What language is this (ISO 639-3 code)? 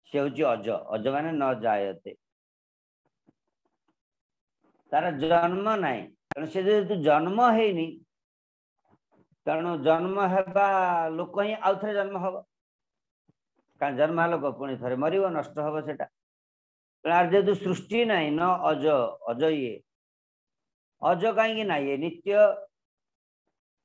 ori